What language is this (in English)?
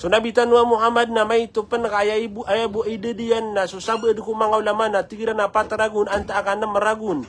Maranao